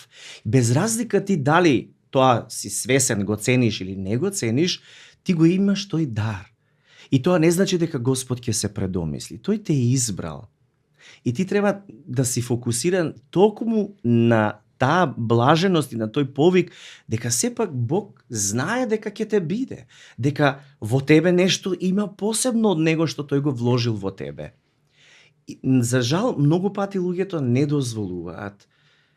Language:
Macedonian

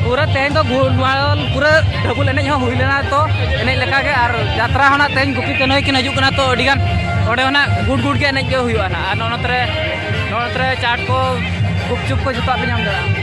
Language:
Santali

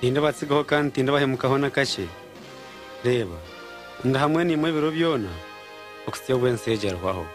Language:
Nyankole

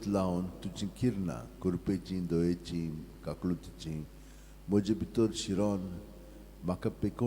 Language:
Konkani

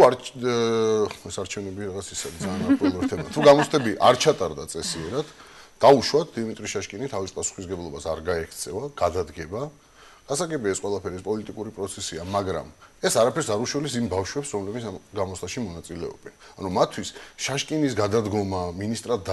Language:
Georgian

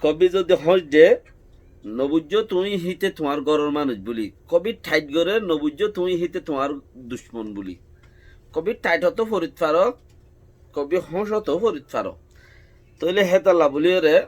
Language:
Rohingya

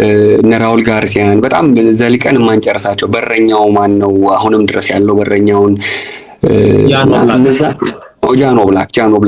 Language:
Amharic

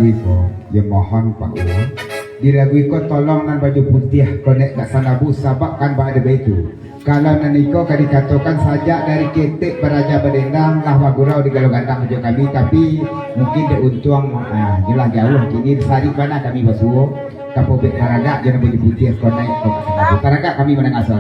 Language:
Minangkabau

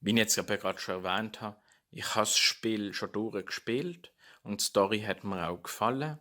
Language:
Swiss German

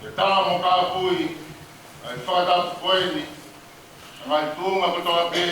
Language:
Tongan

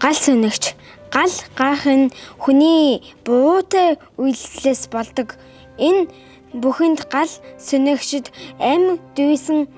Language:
Mongolian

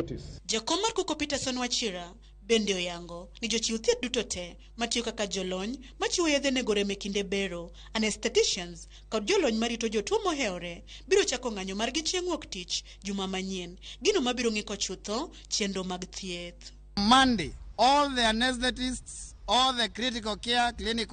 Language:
Luo (Kenya and Tanzania)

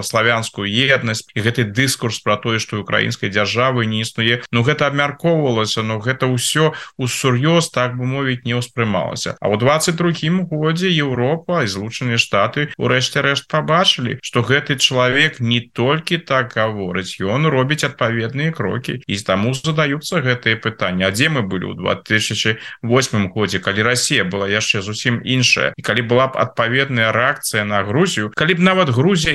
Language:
Belarusian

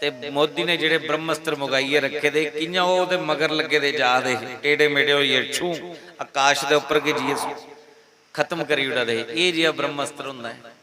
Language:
Dogri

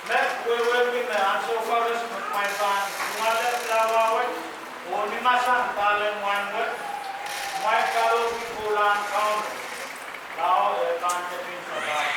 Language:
Pohnpeian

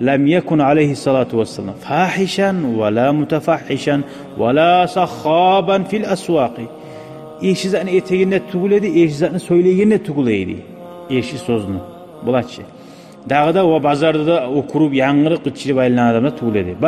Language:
Kumyk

